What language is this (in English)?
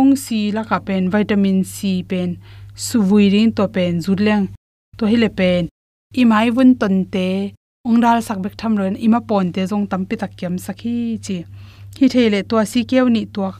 Tedim Chin